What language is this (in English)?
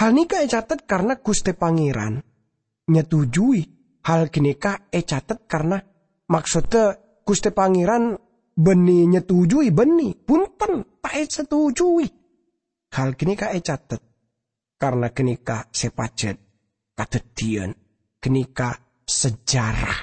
Madurese